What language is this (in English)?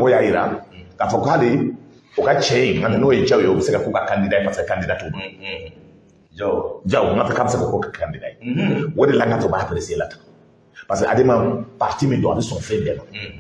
Bambara